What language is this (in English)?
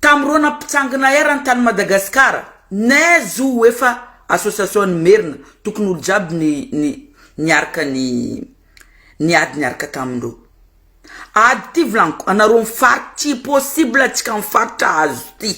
Malagasy